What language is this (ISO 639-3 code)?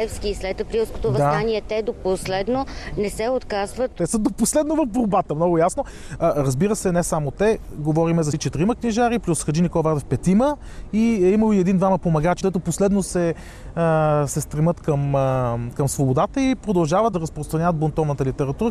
bul